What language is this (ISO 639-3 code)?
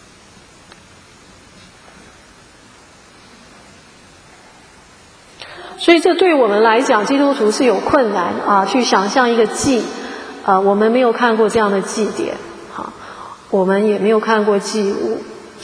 zho